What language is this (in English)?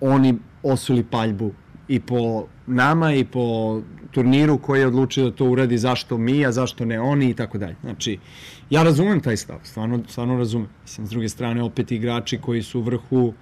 Serbian